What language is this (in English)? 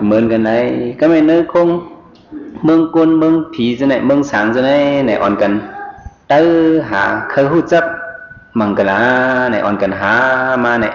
Shan